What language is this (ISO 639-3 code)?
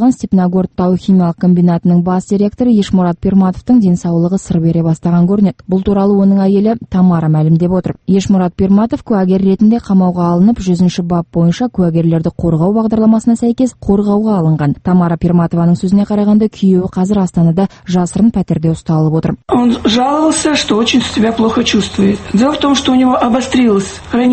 kaz